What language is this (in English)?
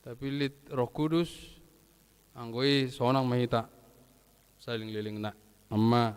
Batak Toba